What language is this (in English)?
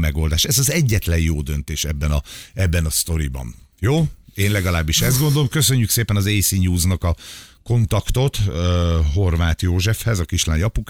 Hungarian